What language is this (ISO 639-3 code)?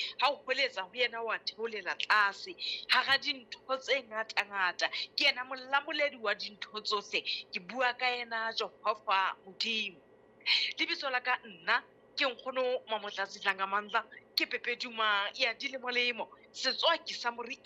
sot